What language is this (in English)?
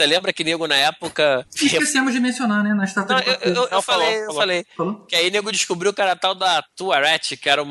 Portuguese